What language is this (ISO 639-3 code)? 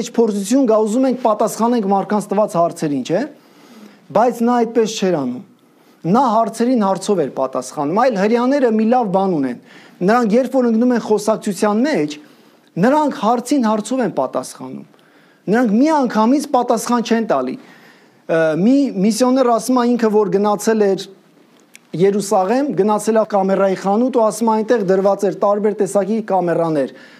hye